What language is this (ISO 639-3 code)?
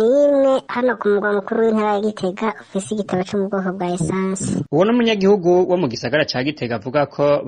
run